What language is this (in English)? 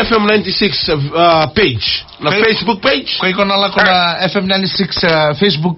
Fijian